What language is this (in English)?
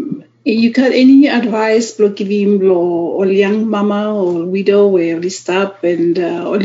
Bislama